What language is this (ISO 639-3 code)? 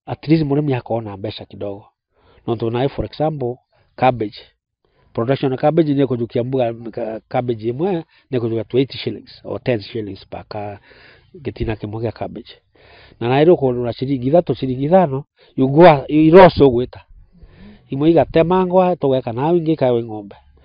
mer